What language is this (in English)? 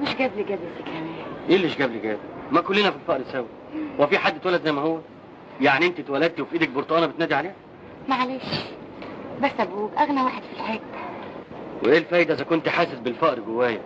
Egyptian Arabic